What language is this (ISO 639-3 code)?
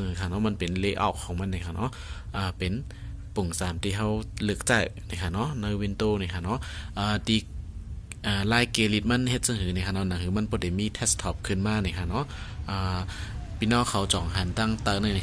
shn